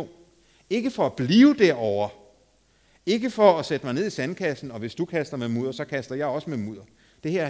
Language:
Danish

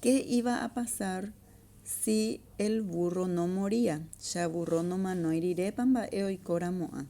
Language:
Guarani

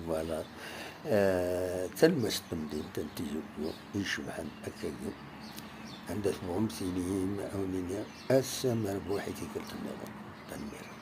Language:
Kabyle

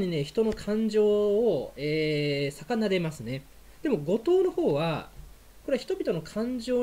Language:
Japanese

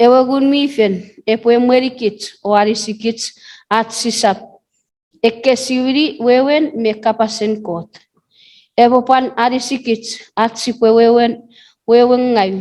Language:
Chuukese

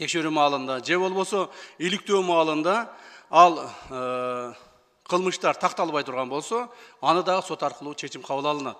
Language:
Kyrgyz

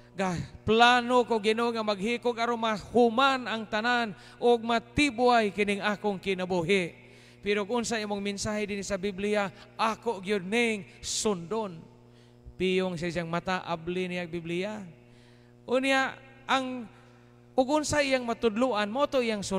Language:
Cebuano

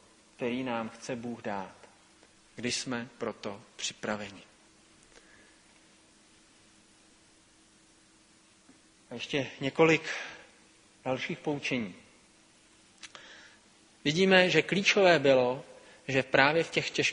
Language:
Czech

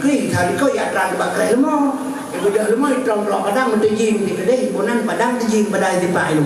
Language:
Achinese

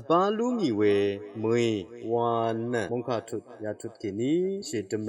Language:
Rawang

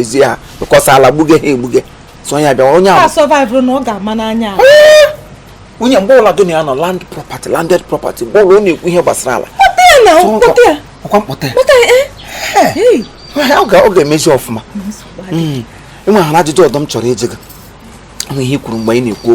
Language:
Igbo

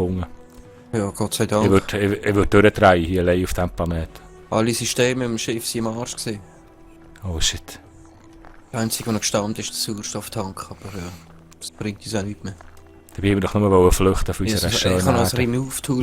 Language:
Swiss German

